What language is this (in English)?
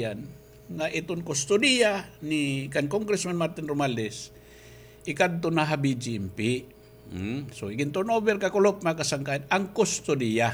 Waray